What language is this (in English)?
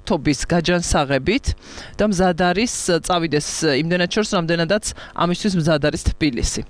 Georgian